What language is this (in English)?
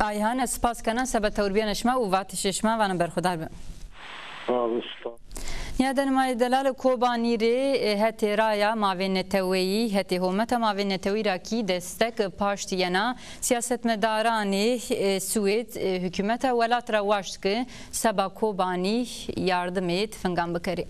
Zaza